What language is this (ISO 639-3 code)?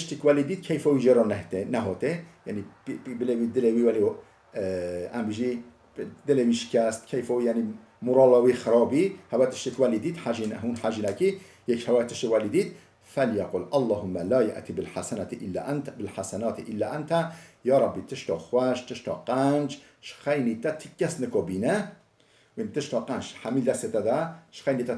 kur